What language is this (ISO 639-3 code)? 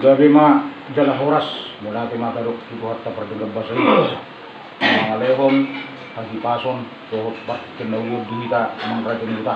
bbc